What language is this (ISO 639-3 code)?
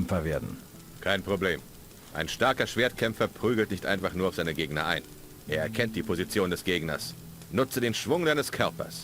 bar